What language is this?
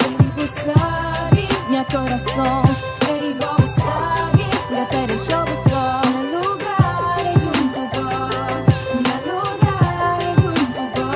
Kabuverdianu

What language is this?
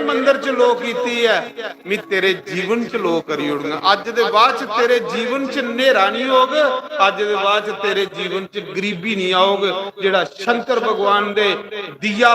Dogri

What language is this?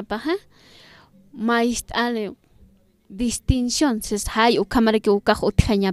Aymara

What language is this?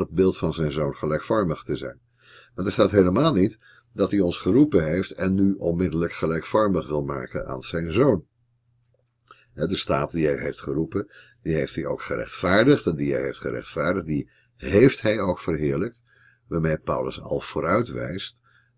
Dutch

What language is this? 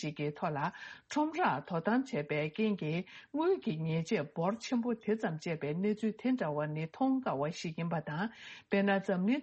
Tibetan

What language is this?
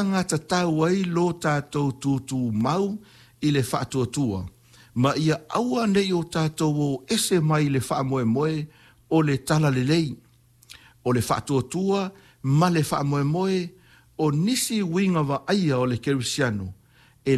Samoan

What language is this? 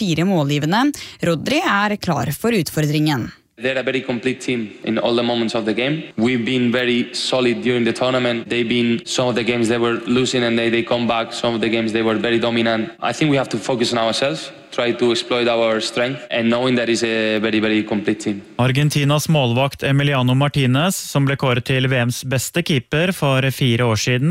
Norwegian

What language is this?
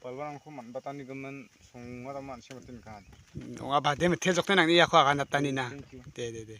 Garo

